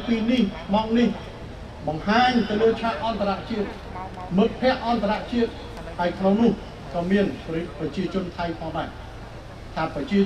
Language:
Khmer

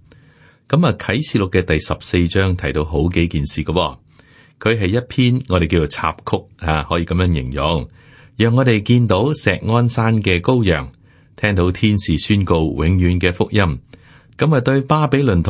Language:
Cantonese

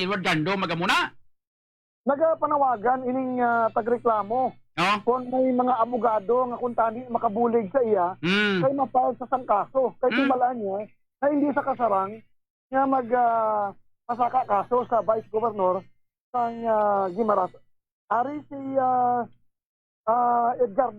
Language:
Hiligaynon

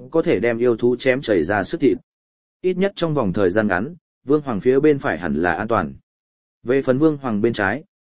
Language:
Vietnamese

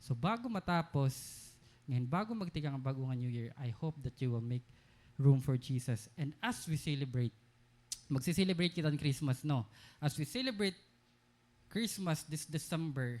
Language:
Waray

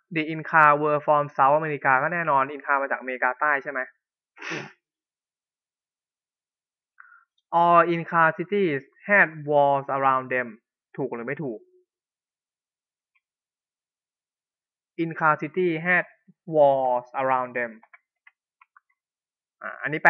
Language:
Thai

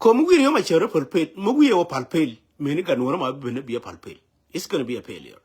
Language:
Nuer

